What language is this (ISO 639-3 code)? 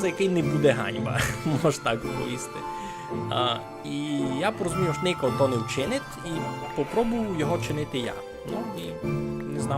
rue